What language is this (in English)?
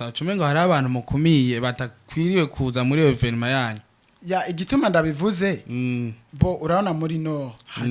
Rundi